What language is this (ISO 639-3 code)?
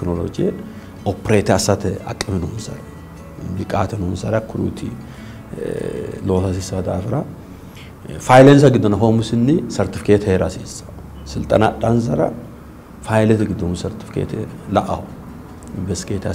sid